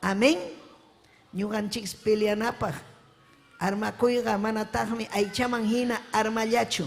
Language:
Ayacucho Quechua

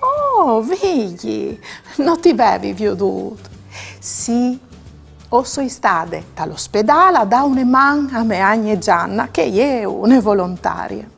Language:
Friulian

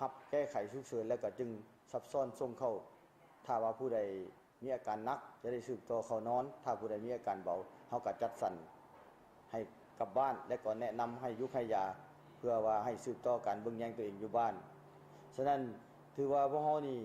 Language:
Lao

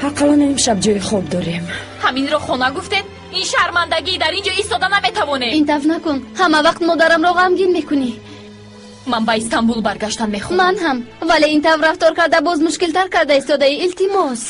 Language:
Tajik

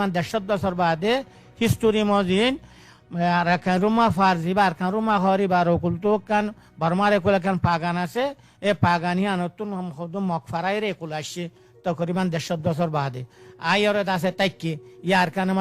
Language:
Rohingya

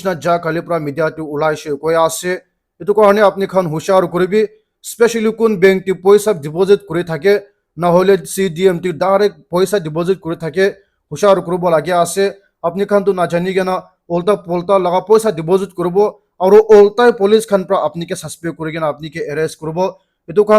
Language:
Naga Pidgin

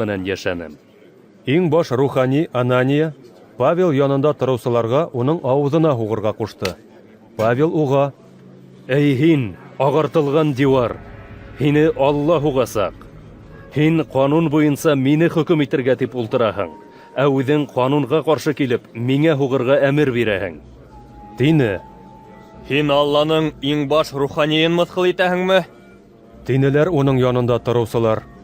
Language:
Bashkir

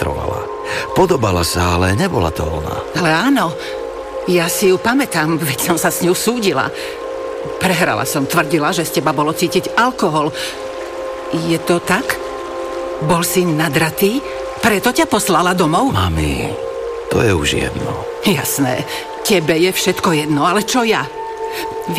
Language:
Slovak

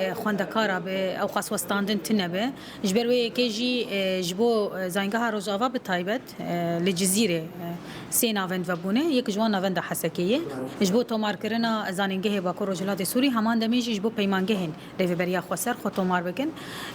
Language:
Kurdish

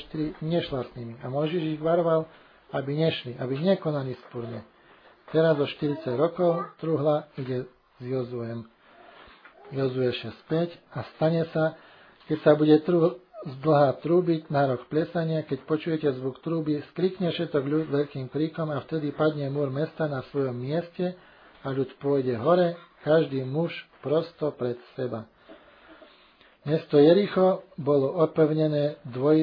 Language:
Slovak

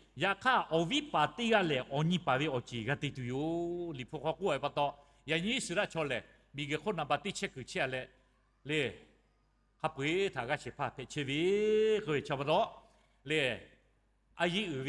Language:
Lahu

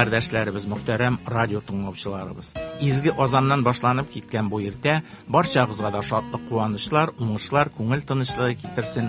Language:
Tatar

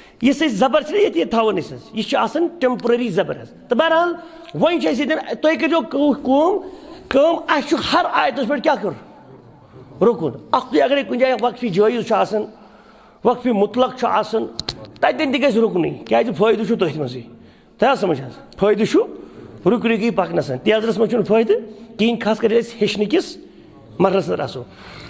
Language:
Kashmiri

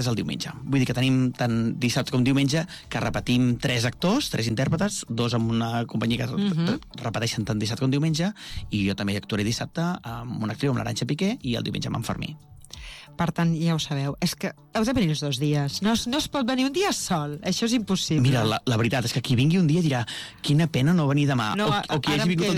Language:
Catalan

